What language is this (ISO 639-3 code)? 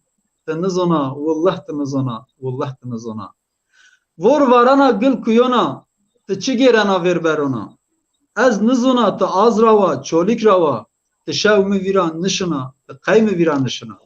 zza